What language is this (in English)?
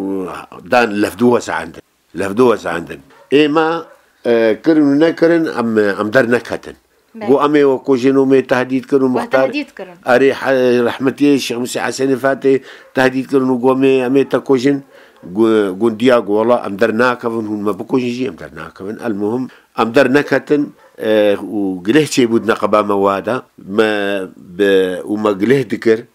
Kurdish